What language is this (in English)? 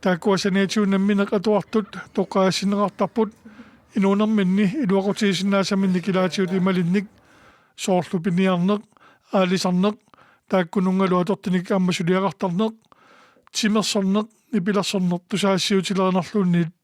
Kalaallisut